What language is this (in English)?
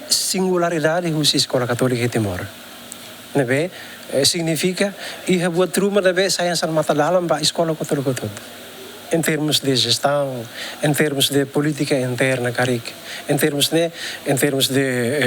Tetum